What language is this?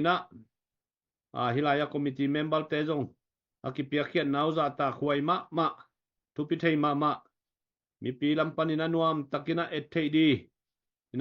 Tedim Chin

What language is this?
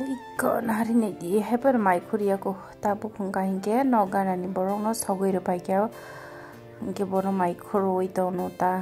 Kok Borok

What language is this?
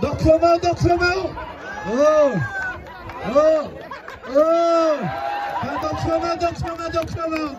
Hakha Chin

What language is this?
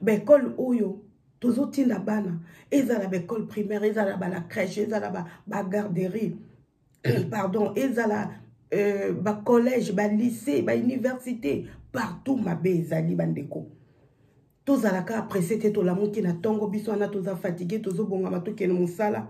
Lingala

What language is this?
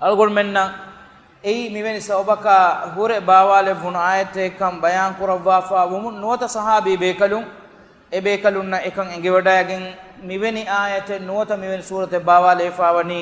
Divehi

